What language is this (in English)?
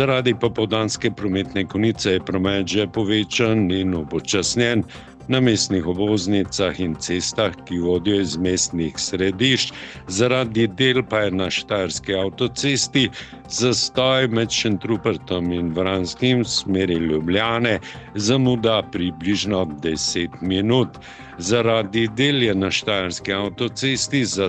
Slovenian